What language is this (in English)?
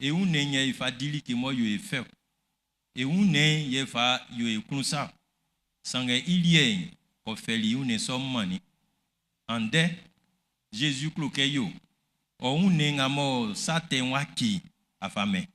Baoulé